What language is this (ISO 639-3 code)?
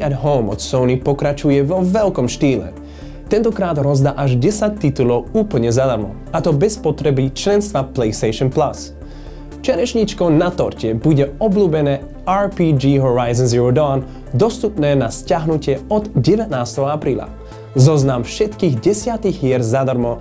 slk